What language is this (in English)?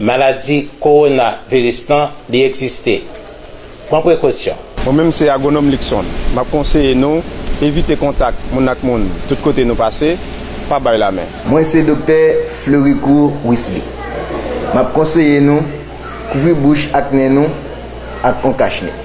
Haitian Creole